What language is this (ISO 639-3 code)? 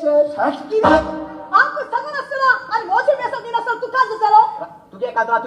kok